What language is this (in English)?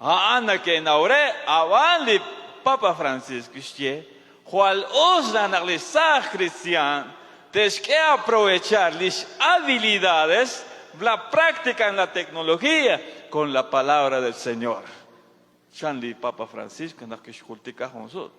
Kekchí